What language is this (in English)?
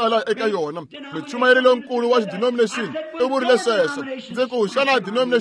Tsonga